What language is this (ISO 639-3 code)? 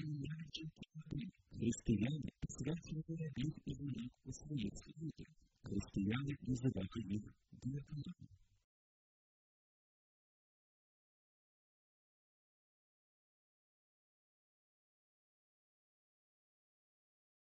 ukr